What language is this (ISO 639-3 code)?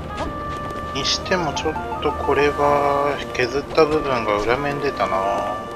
jpn